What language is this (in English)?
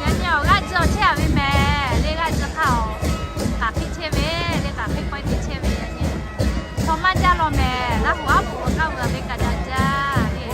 Lahu